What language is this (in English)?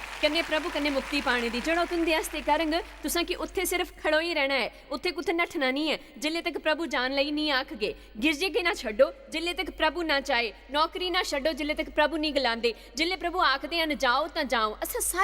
Dogri